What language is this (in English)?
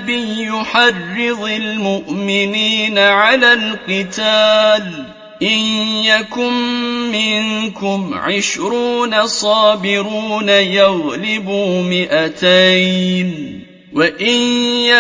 Arabic